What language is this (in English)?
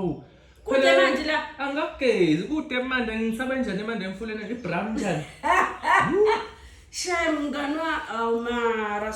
Zulu